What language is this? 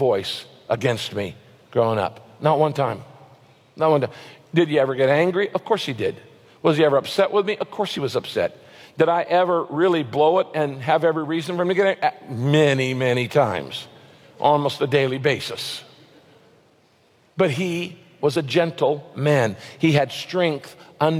English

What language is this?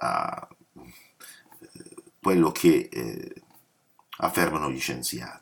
Italian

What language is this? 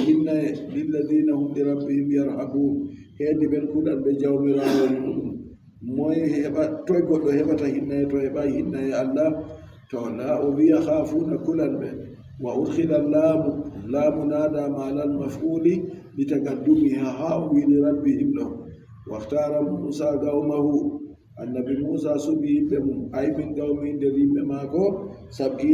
Adamawa Fulfulde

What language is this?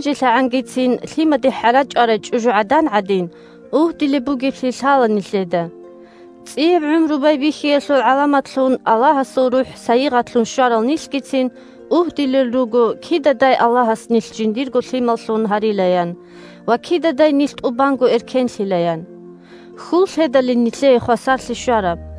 Avaric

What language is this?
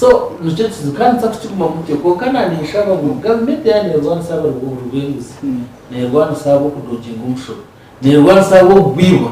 Nyankole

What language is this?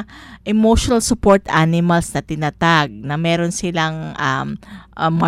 Filipino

